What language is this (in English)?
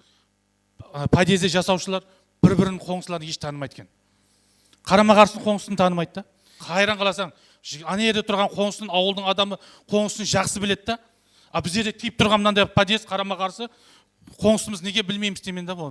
Kara-Kalpak